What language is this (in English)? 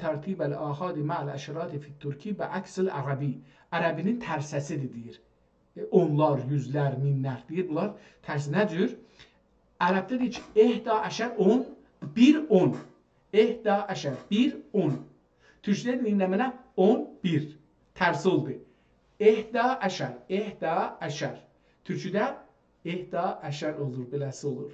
South Azerbaijani